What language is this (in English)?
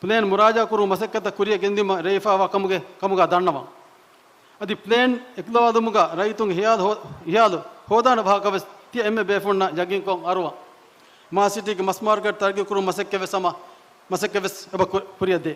Divehi